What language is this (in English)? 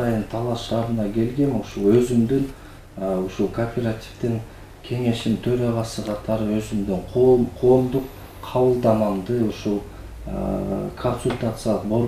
Kyrgyz